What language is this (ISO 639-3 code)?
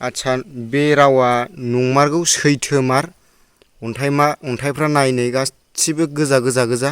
brx